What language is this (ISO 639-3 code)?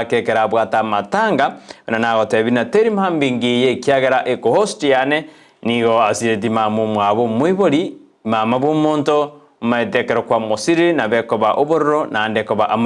guz